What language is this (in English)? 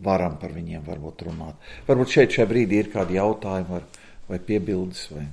Latvian